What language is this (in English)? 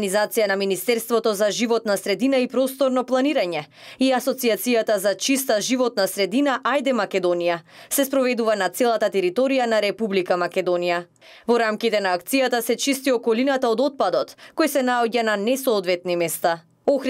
Macedonian